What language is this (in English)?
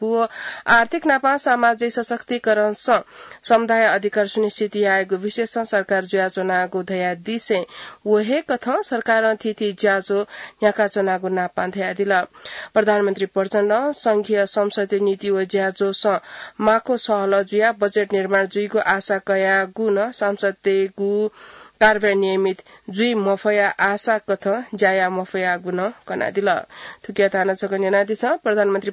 Newari